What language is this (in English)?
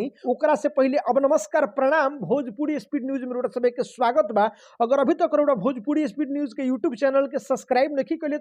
Bhojpuri